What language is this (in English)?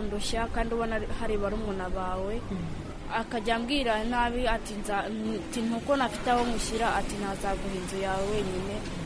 Kinyarwanda